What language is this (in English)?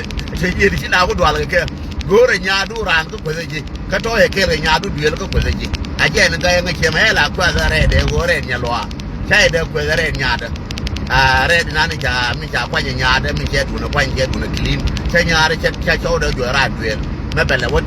Nuer